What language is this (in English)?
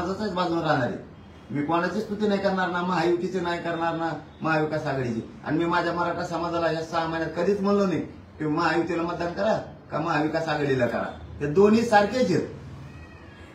Marathi